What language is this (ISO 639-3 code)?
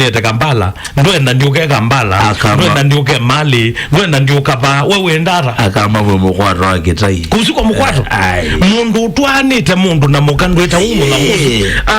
kam